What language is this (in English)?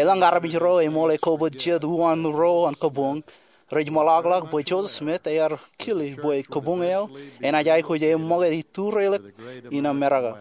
Marshallese